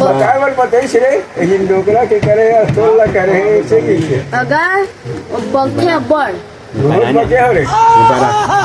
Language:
Chhattisgarhi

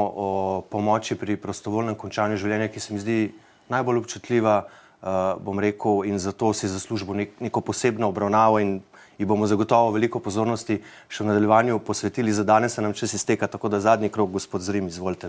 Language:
Slovenian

